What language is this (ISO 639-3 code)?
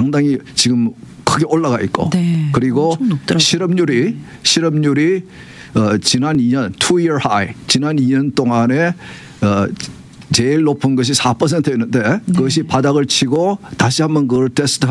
kor